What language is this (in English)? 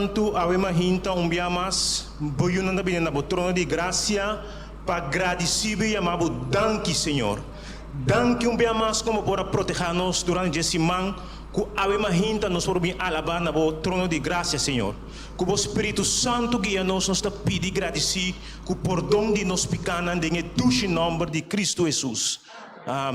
Papiamento